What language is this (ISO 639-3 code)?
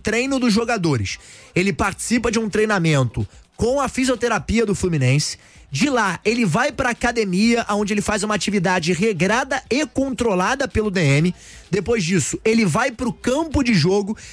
por